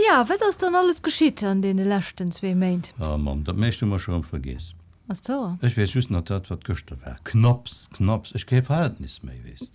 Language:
Luxembourgish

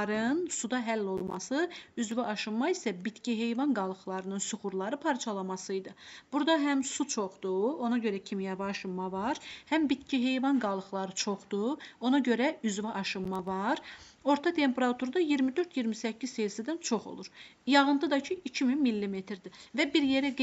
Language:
Azerbaijani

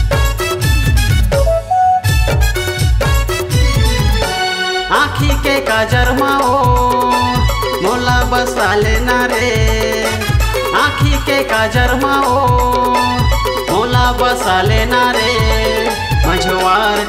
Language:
Chhattisgarhi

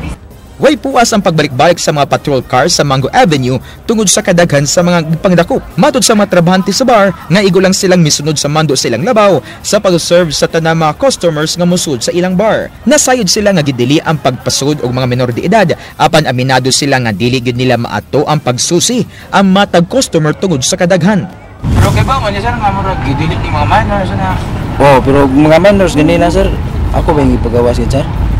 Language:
Cebuano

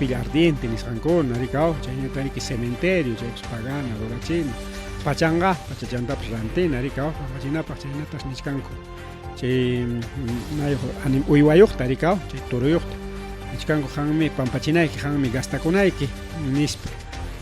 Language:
Ayacucho Quechua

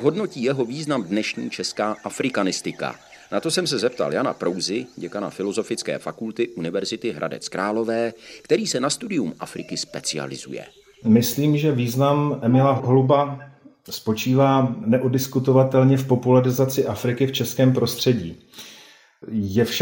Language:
Czech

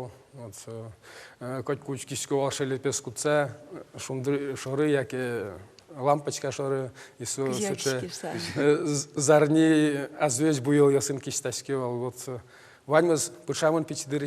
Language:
Udmurt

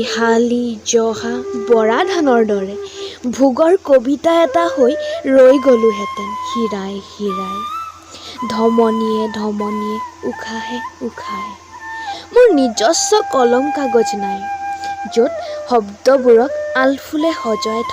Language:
Assamese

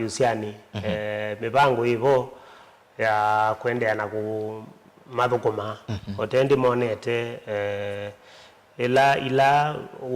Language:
Kamba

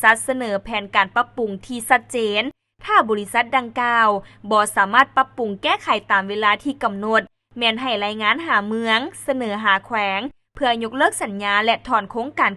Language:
Lao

